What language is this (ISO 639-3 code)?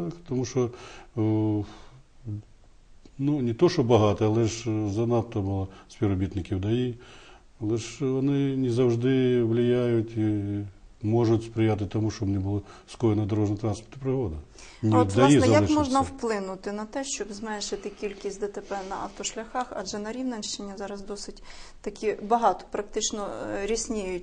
ukr